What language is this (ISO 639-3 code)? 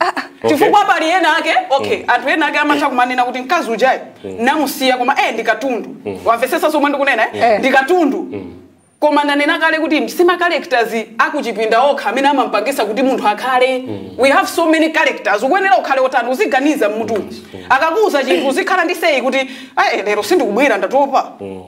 nya